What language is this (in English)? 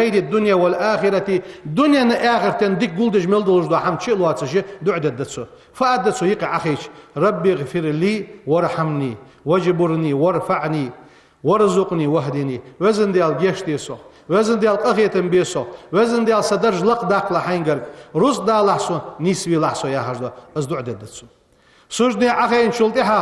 Ingush